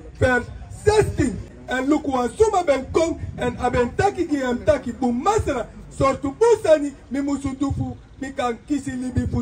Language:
Sranan Tongo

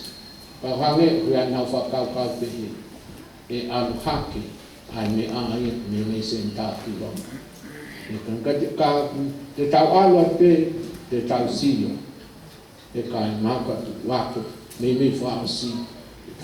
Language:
Tongan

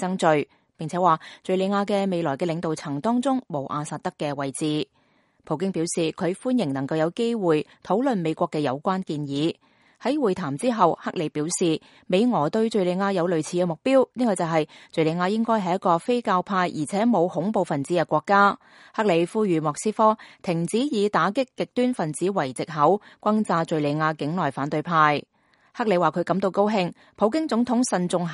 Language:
Cantonese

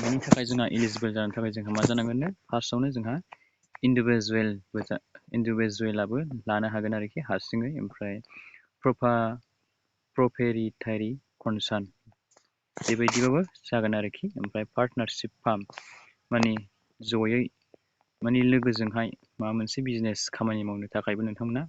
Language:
Bodo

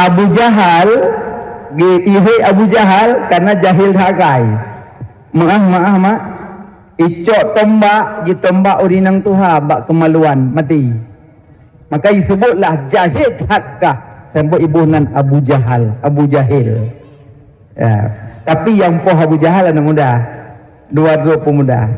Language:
Achinese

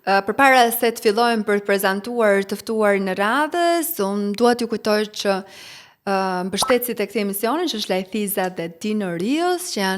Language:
Albanian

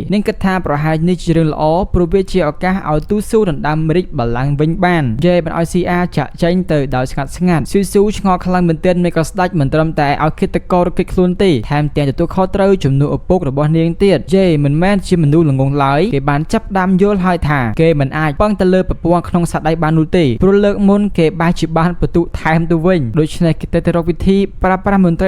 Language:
Khmer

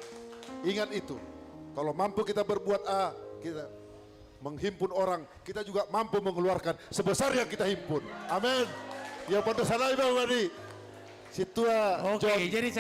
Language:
Batak Simalungun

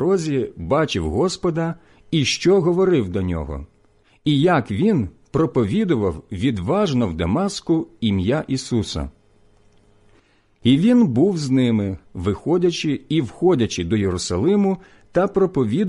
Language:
Ukrainian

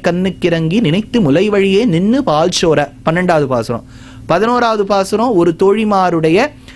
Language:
Tamil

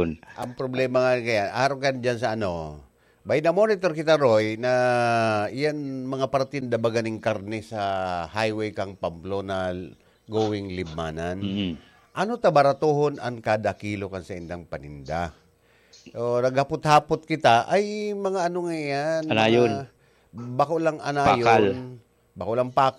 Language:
Bikol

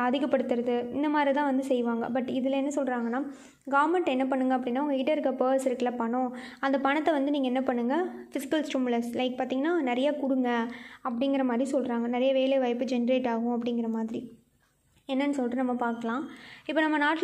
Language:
Tamil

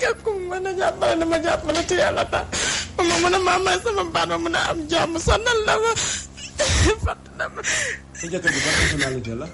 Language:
Wolof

